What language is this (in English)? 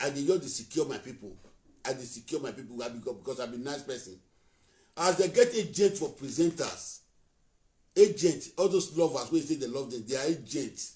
Nigerian Pidgin